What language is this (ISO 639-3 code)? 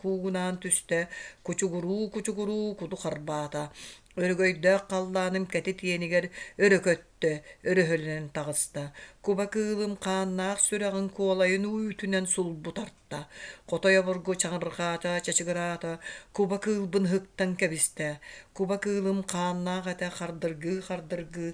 sah